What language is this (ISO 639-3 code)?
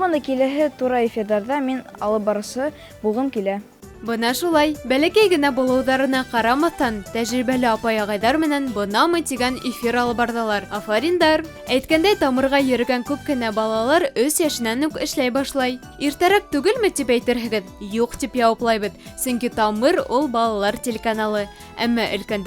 bak